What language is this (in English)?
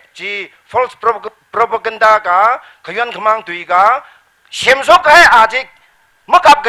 Tangkhul Naga (India)